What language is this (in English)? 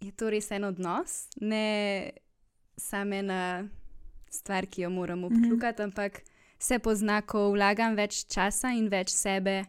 Slovenian